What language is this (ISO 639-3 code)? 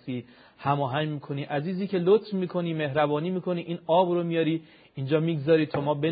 fas